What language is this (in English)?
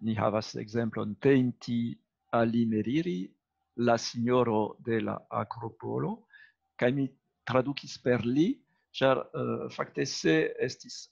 Esperanto